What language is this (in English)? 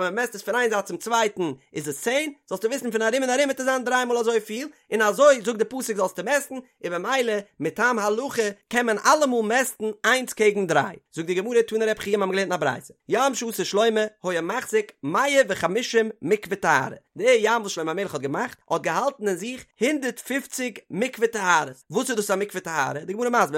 Yiddish